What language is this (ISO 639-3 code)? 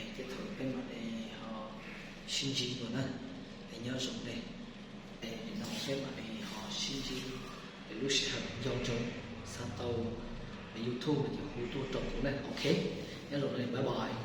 hmn